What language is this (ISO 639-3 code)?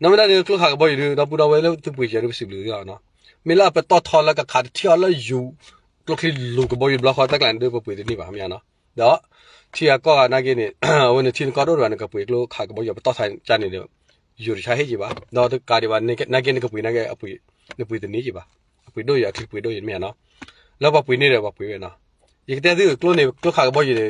ksw